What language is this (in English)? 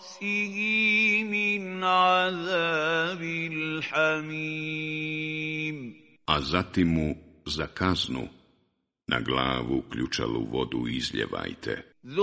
Bosnian